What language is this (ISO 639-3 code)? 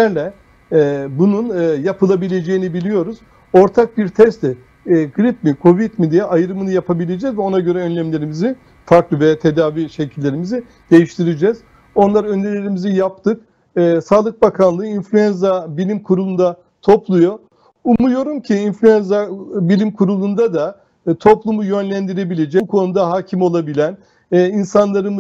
tur